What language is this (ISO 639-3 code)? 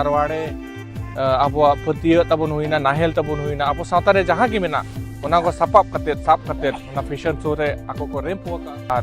sat